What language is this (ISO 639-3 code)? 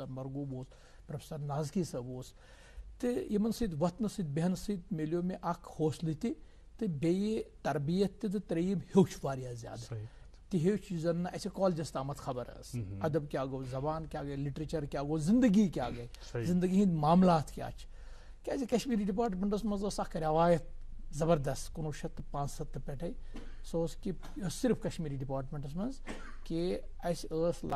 kas